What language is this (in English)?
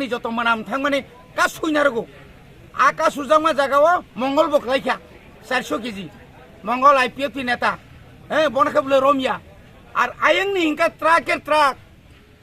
Kok Borok